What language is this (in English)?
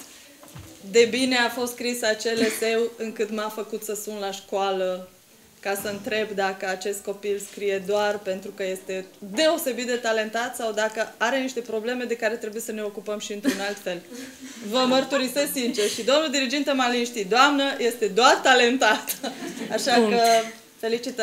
Romanian